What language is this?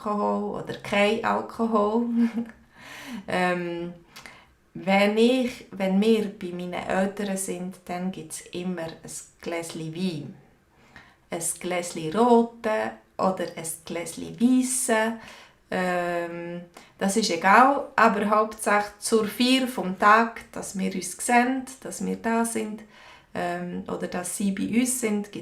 Swiss German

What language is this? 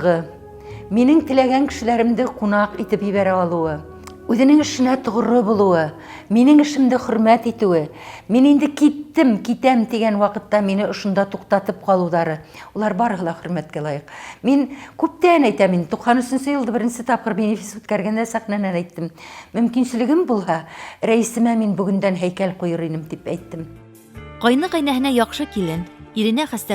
Bashkir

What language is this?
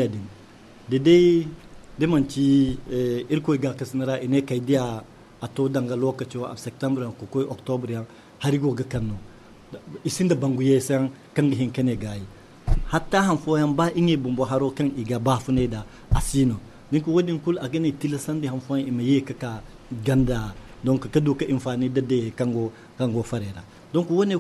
Zarma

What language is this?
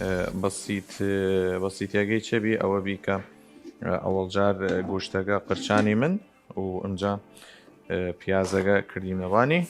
Southern Kurdish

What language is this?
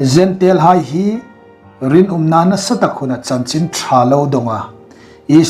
Hmar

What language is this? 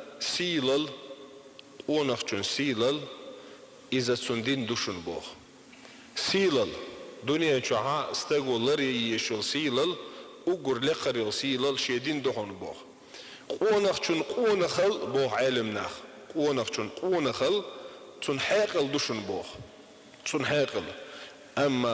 Chechen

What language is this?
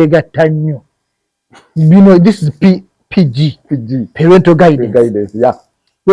Ganda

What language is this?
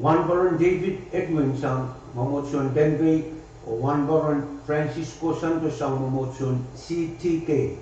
Pohnpeian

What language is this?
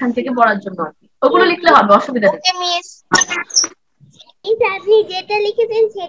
Bangla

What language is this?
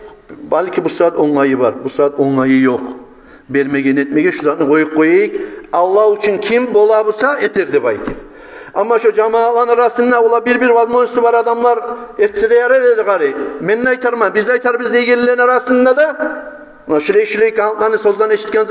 Kumyk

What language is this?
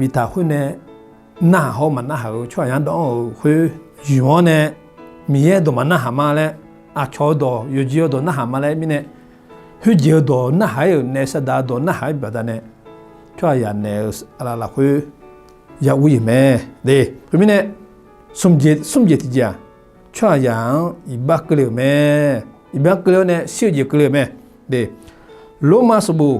Akha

